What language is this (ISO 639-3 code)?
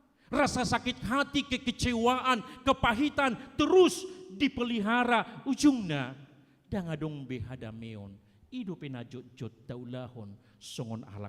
bbc